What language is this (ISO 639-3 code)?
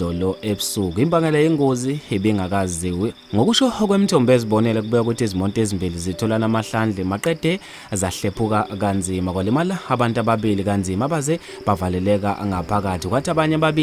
zul